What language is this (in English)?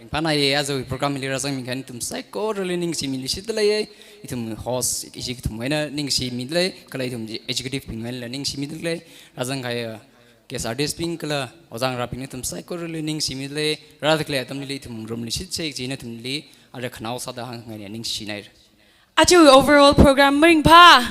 Tangkhul Naga (India)